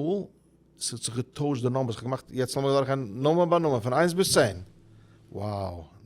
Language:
Yiddish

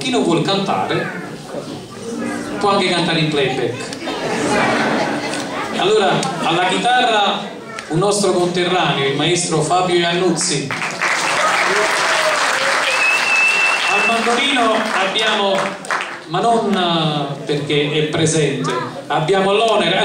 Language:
Italian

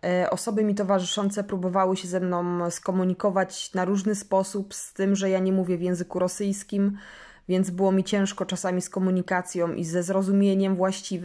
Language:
Polish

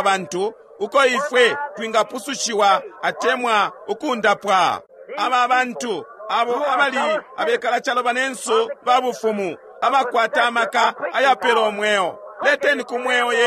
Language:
Bemba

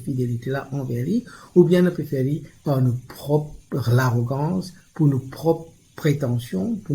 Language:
Morisyen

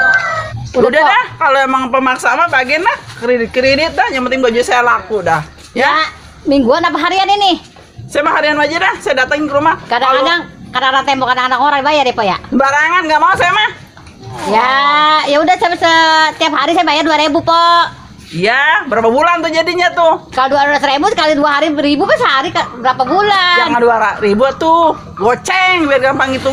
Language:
Betawi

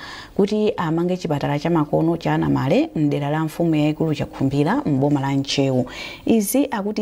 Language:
Nyanja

